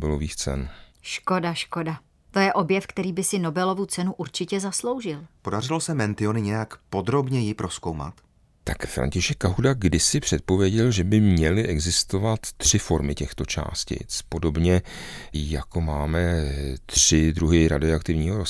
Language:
Czech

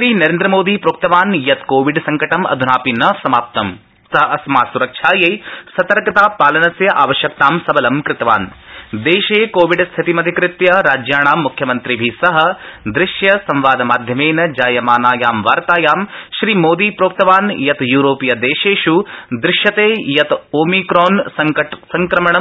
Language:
Sanskrit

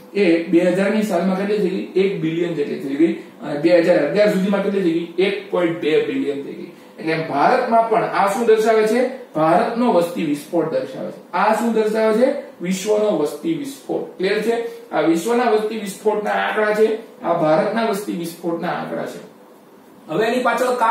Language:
Gujarati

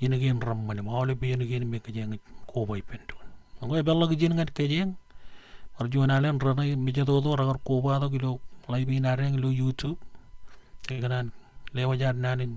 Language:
Marshallese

